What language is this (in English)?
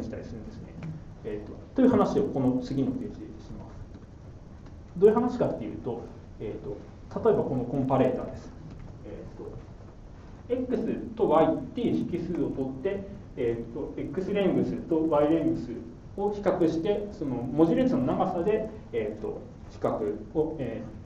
Japanese